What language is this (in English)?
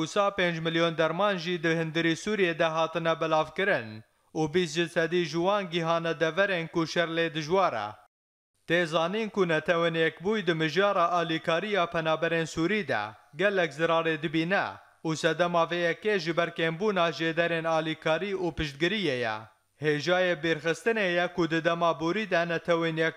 Kurdish